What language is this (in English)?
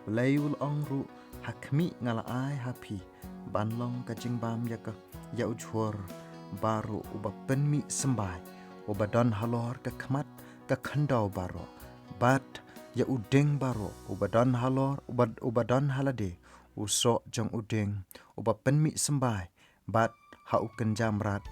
Khasi